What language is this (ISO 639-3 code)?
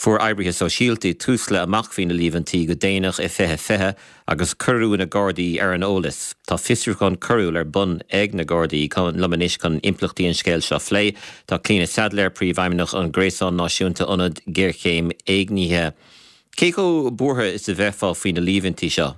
gle